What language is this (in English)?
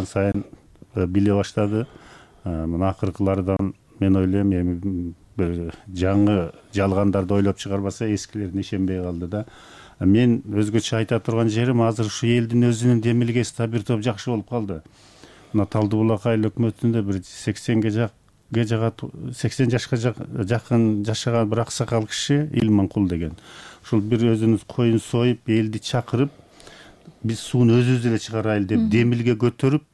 Kyrgyz